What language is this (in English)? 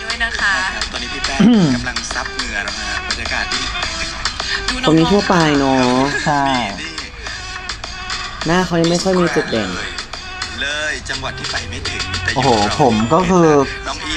Thai